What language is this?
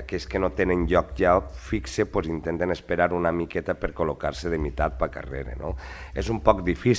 Catalan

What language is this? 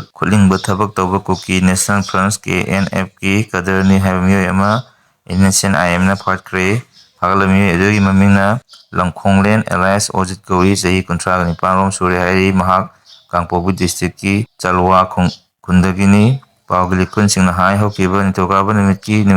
Manipuri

